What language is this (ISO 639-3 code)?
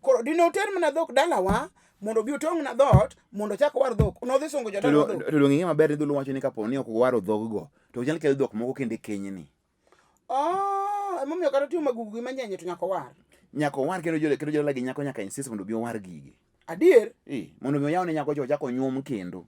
luo